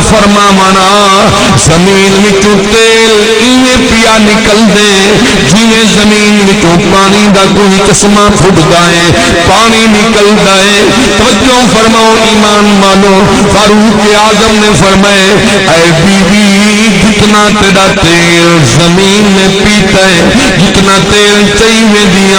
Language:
Saraiki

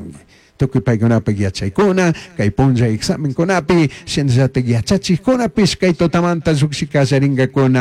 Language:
Chimborazo Highland Quichua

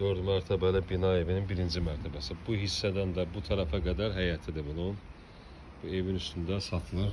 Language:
Azerbaijani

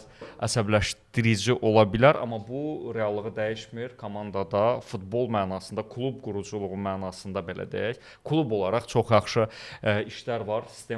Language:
Azerbaijani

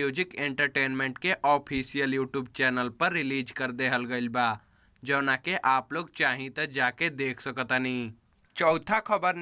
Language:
Bhojpuri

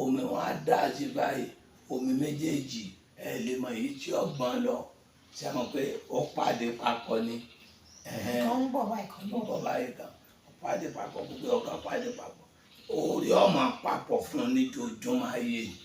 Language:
Yoruba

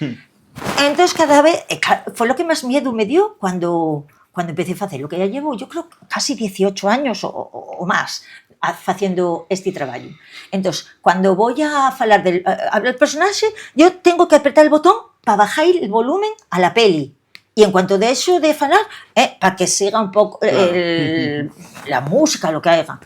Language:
Asturian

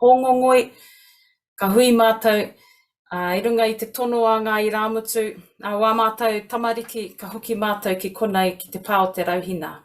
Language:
Māori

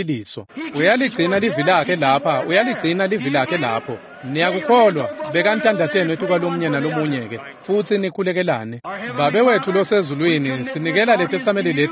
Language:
Swati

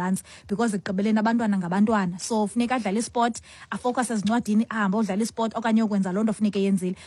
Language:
Xhosa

